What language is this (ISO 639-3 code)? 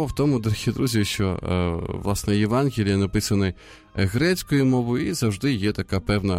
ukr